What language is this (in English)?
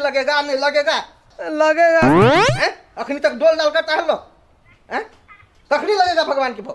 Maithili